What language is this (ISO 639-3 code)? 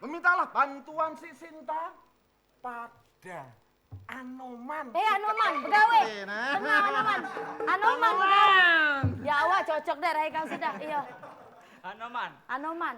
mui